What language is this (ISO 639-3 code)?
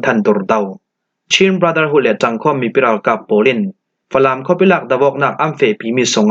cfm